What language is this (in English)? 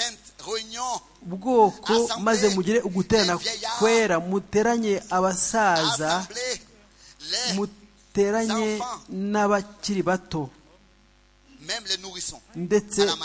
Kinyarwanda